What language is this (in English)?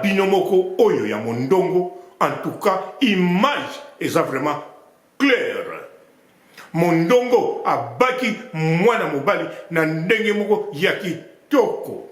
Lingala